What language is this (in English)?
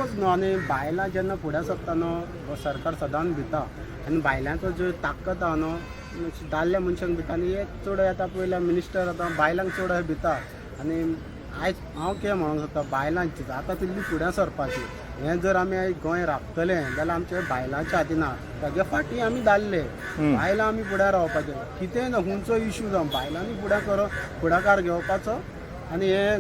Konkani